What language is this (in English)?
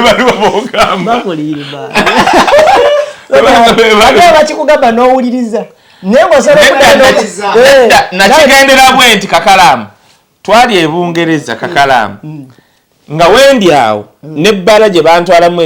Ganda